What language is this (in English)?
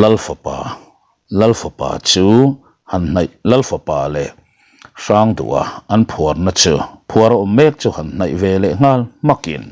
Mizo